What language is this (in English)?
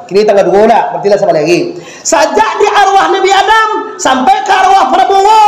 Minangkabau